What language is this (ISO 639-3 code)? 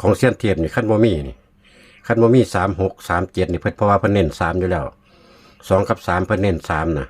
tts